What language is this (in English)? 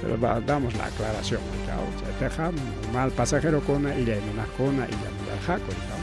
Ayacucho Quechua